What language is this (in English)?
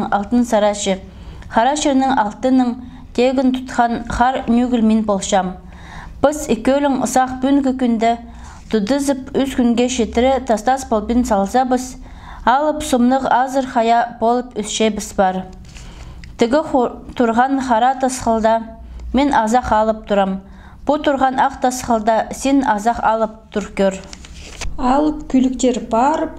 Khakas